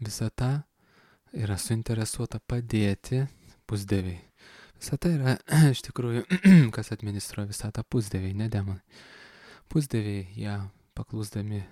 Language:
Lithuanian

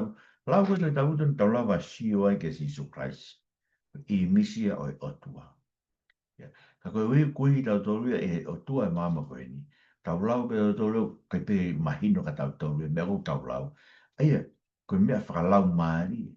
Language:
Tongan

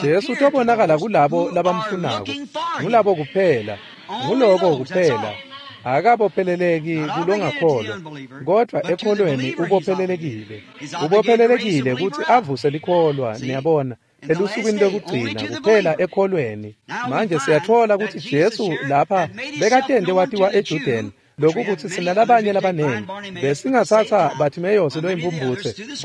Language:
Swati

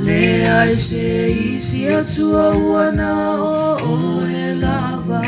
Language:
Samoan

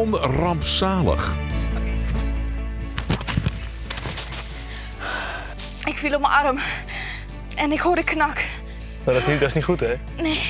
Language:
Dutch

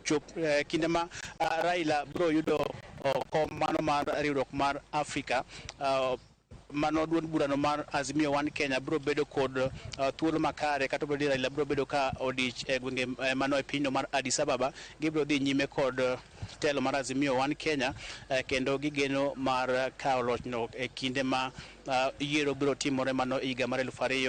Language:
Luo (Kenya and Tanzania)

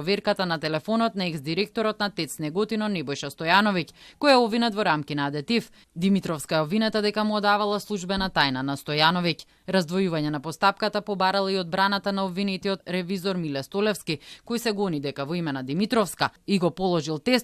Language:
Macedonian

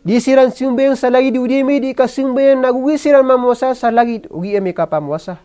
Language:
Maranao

